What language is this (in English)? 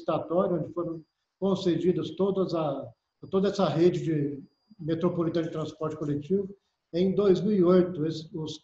Portuguese